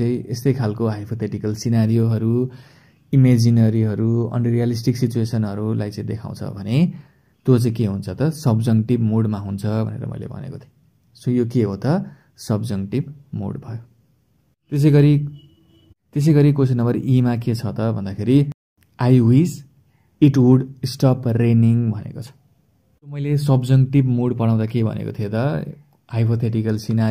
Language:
Nepali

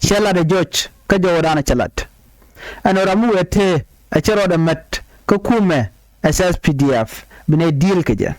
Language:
Nuer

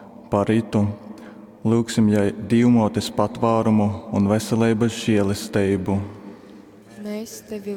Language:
Latgalian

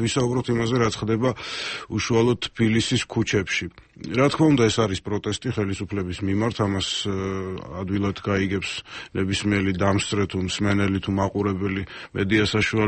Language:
Georgian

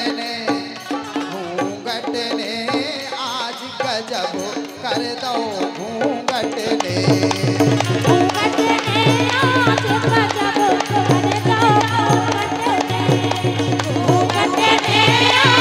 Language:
Bundeli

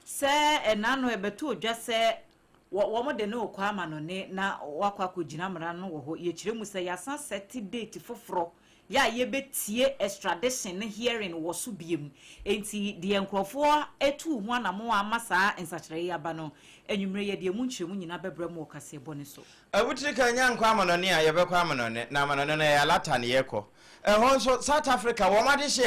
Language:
Akan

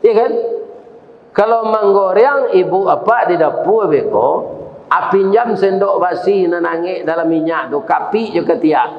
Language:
Minangkabau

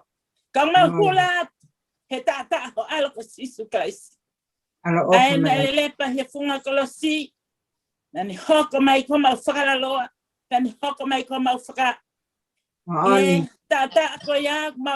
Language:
Tongan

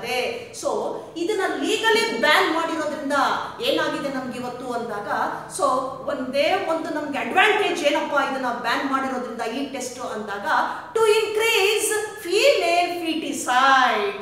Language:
Kannada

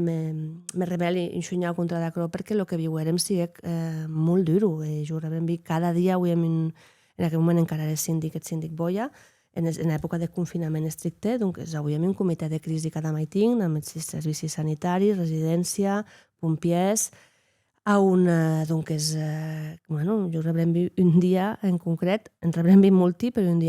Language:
Occitan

